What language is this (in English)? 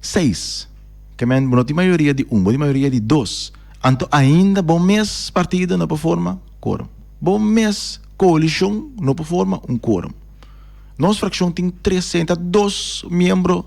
Papiamento